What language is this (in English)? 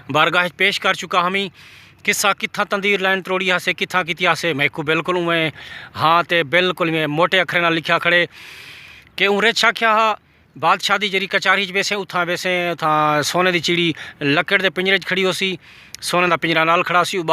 Saraiki